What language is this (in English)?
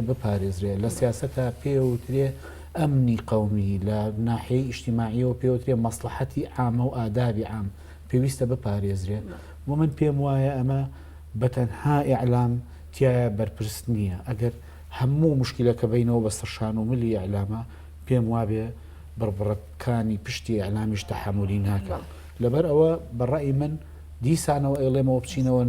Central Kurdish